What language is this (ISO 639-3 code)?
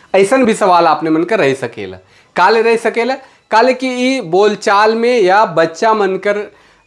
sck